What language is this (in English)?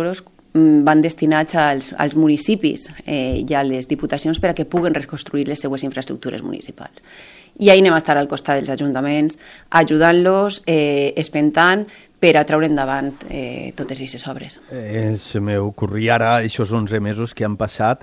Catalan